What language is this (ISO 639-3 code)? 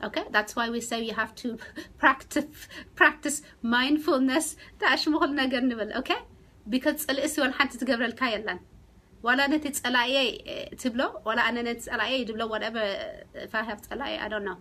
tir